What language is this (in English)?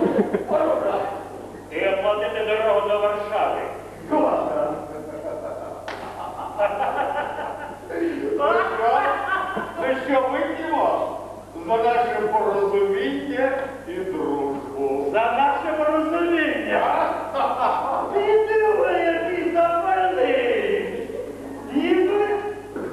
Ukrainian